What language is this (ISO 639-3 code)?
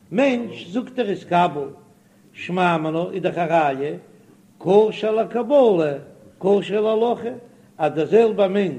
yid